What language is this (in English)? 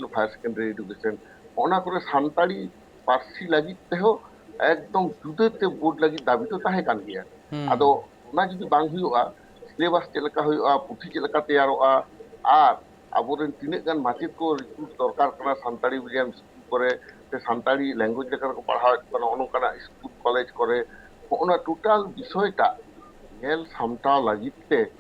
Santali